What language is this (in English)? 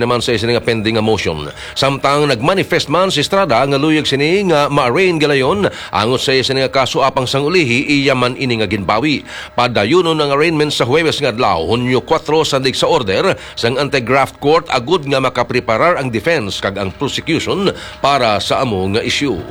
Hiligaynon